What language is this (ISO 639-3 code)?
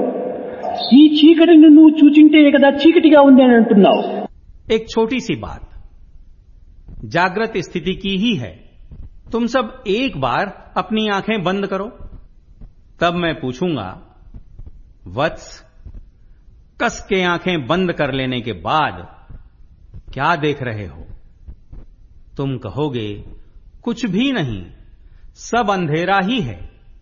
hin